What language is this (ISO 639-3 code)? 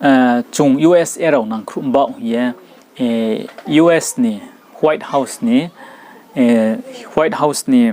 ria